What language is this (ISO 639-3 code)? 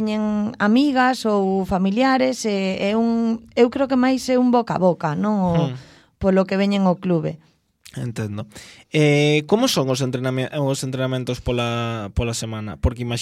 glg